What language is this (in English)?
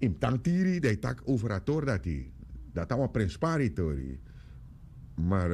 Sranan Tongo